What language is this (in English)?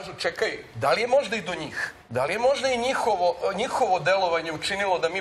Serbian